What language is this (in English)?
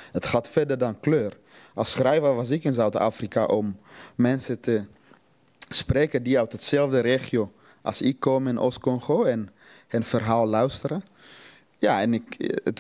Dutch